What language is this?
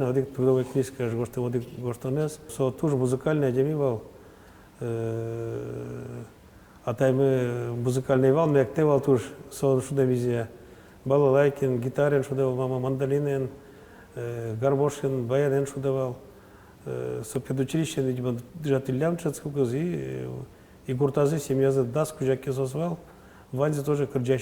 Udmurt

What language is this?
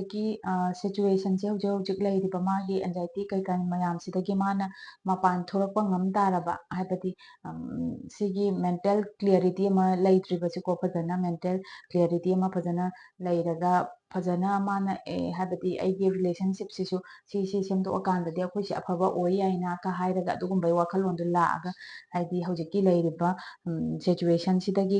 Manipuri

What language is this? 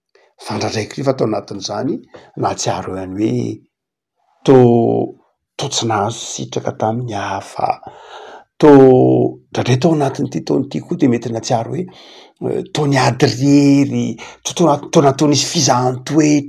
Malagasy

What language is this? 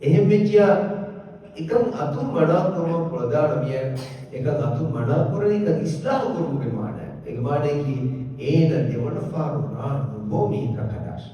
Divehi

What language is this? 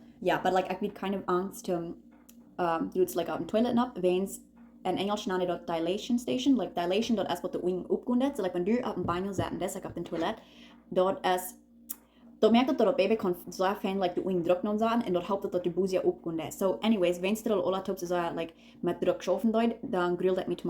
Plautdietsch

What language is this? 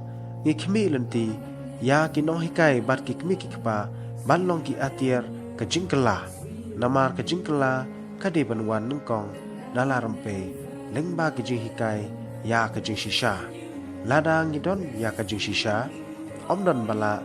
Khasi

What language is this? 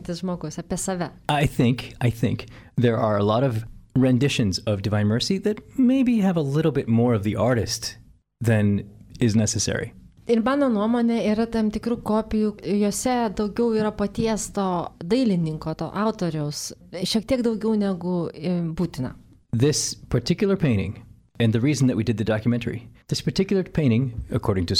Lithuanian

